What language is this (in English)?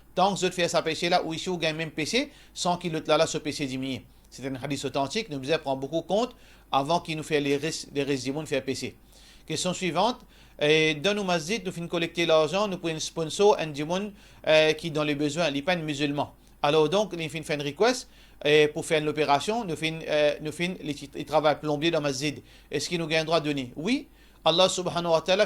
Morisyen